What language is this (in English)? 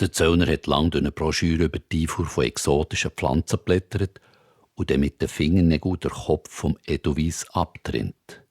Swiss German